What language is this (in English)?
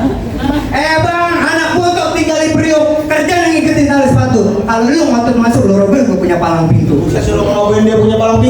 Betawi